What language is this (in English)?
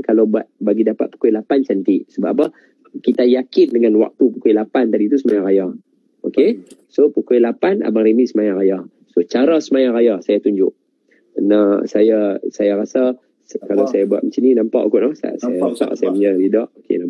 Malay